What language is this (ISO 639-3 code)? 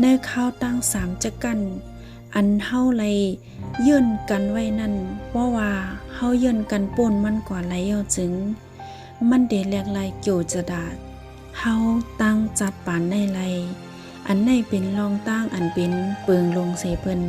shn